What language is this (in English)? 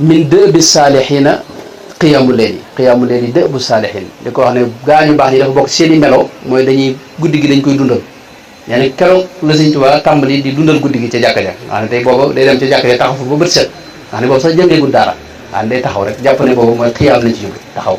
Wolof